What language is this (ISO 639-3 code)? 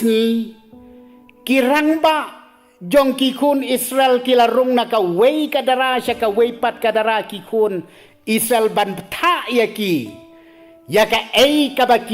kha